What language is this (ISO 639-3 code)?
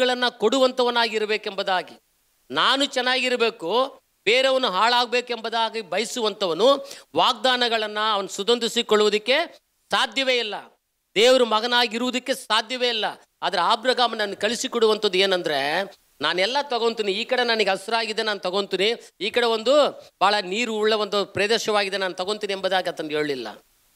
kan